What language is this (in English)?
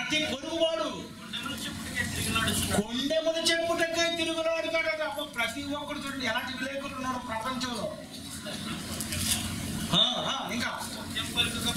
Telugu